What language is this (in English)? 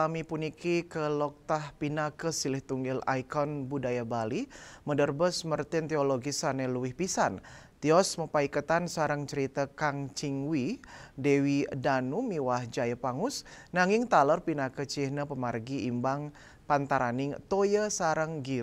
Balinese